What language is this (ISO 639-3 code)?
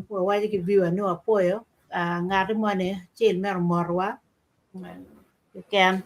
ach